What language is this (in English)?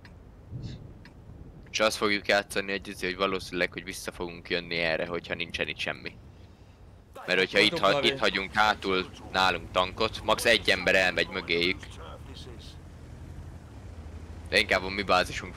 Hungarian